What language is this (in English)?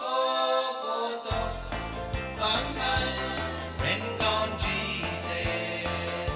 Pohnpeian